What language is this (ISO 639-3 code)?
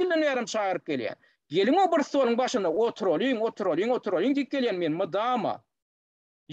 tuk